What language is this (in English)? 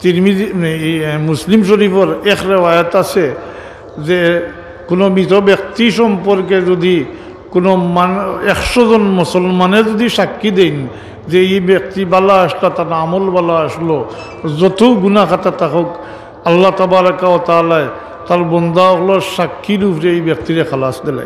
Sylheti